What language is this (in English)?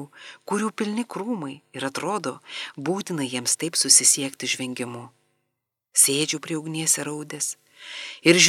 Lithuanian